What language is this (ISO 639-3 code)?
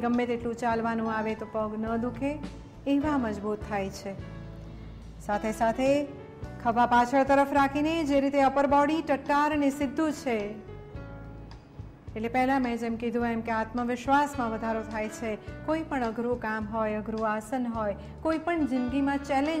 guj